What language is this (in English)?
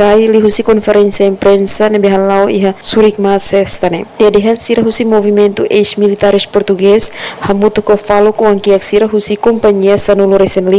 Tetum